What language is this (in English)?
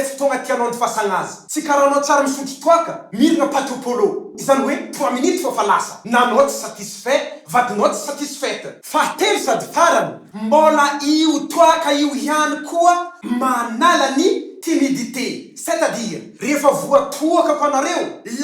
Malagasy